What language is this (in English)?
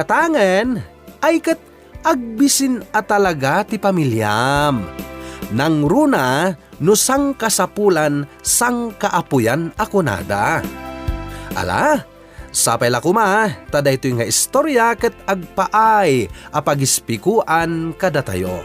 Iloko